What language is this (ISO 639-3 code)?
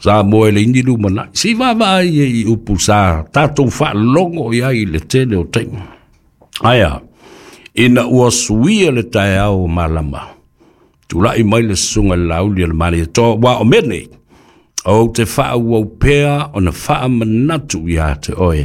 smo